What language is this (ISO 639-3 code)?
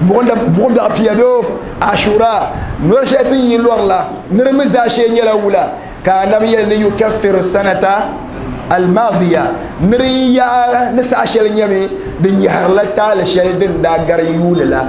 dag